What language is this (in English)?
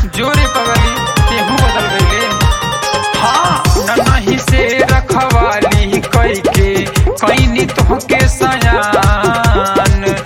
Bhojpuri